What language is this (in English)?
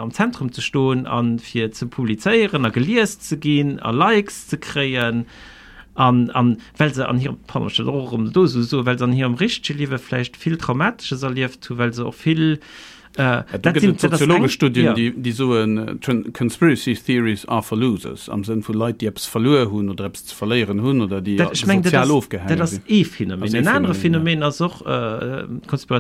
Luxembourgish